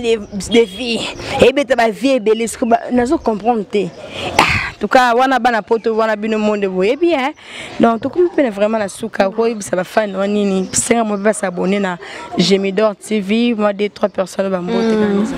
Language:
Lingala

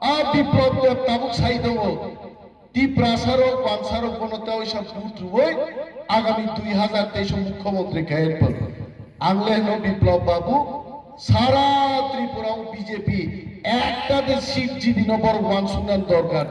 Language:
Kok Borok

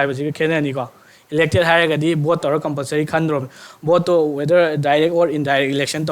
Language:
Manipuri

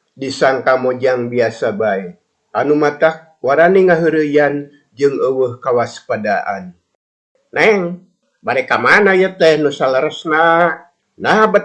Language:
Sundanese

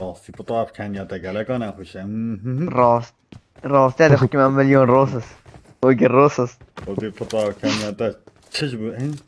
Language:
Kurdish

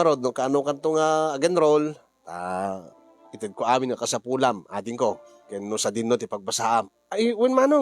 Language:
Iloko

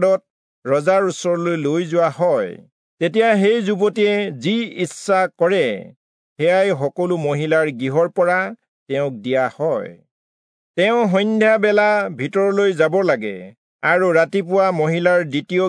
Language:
Assamese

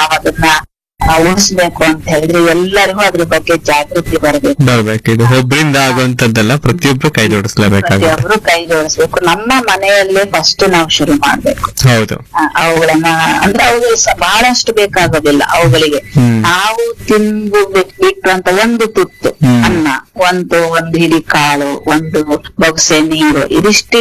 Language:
Kannada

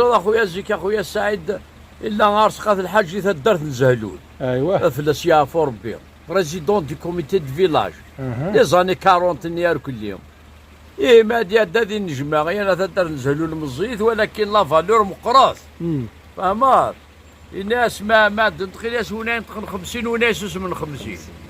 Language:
Kabyle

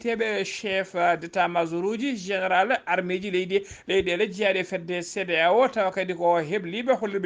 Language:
Fula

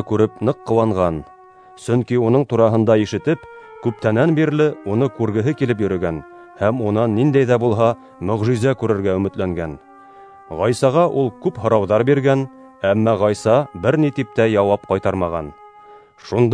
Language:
Bashkir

